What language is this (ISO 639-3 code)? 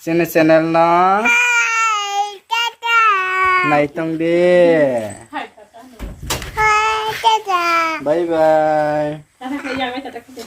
trp